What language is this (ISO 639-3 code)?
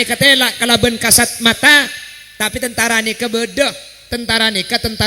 mad